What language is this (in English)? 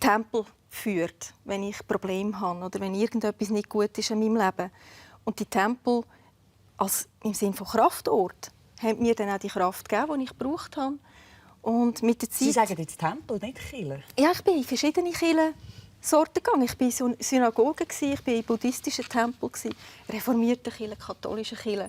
Swiss German